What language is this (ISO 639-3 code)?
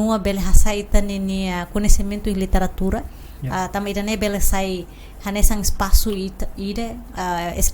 tet